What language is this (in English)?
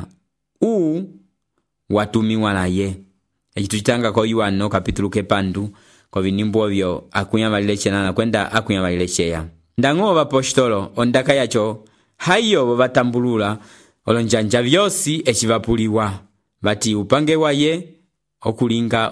Umbundu